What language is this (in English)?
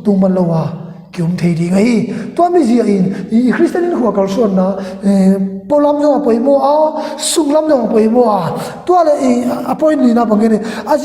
Tedim Chin